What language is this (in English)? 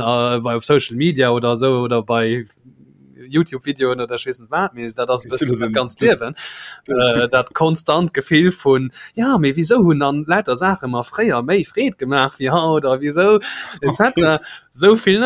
Luxembourgish